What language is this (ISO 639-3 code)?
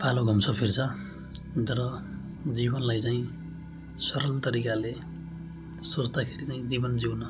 nep